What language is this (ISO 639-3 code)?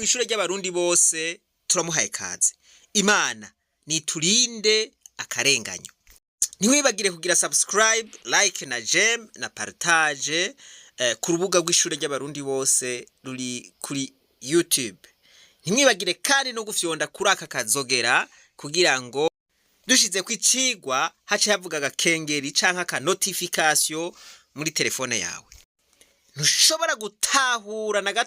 run